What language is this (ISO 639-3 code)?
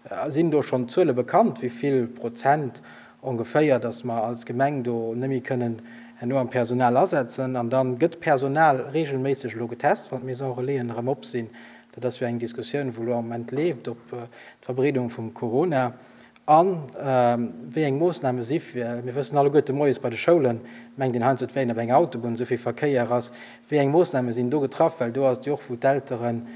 ltz